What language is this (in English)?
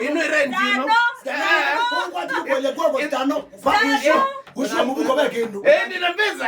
Kamba